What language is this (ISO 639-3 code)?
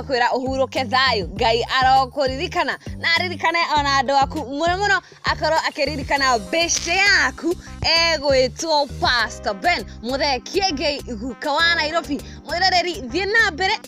kik